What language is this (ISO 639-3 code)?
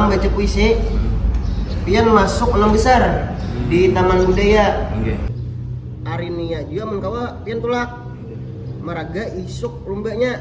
bjn